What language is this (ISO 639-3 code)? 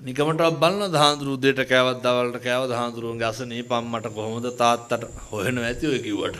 sin